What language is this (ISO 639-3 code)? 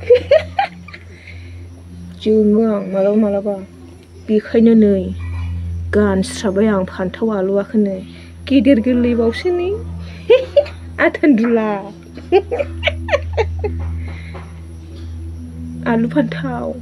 brx